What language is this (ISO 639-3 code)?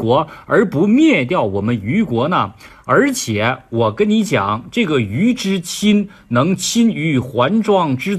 zho